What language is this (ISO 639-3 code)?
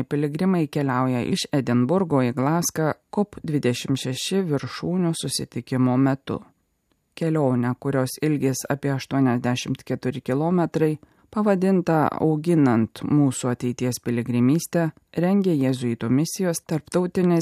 lit